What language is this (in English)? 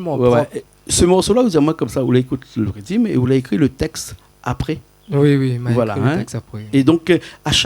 Réunion Creole French